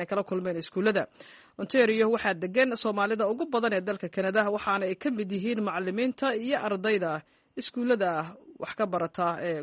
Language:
Somali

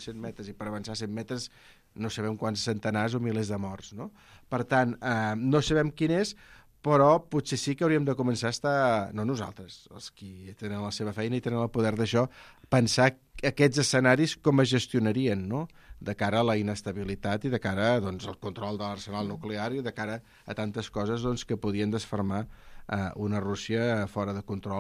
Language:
Catalan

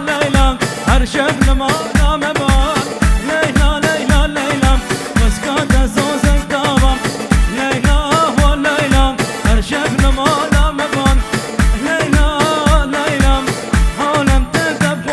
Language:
Kurdish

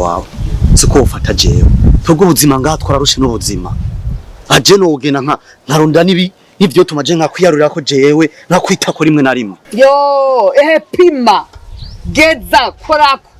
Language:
Rundi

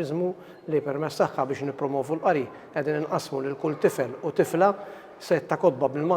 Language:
Maltese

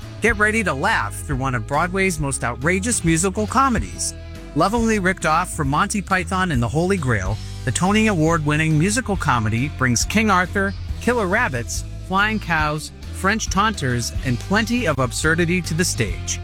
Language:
English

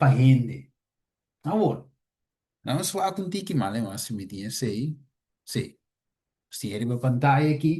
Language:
Papiamento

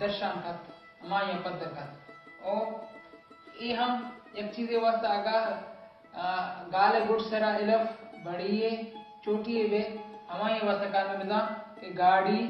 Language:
Baluchi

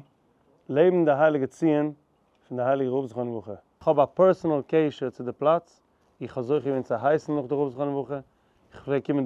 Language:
Yiddish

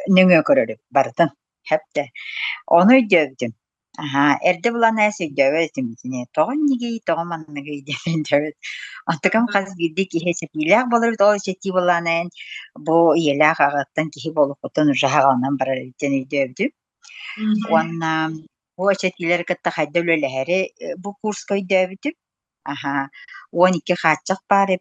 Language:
Yakut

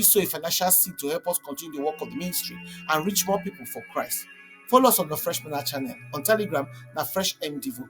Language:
Nigerian Pidgin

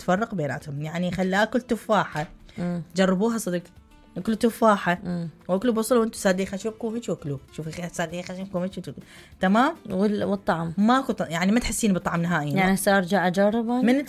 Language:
Mesopotamian Arabic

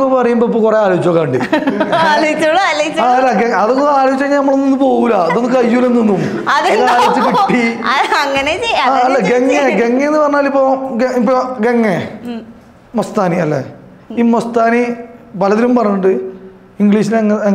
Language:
Malayalam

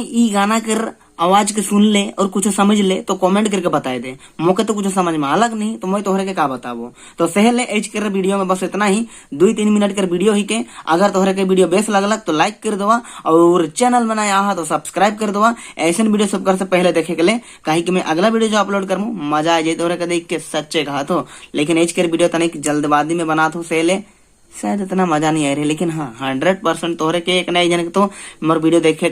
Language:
Sadri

